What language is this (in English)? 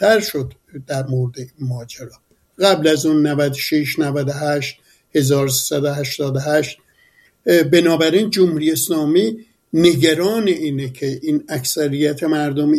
Persian